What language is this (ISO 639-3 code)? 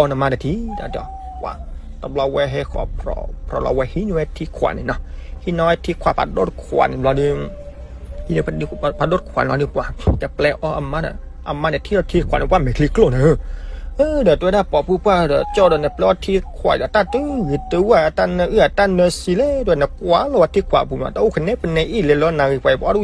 ksw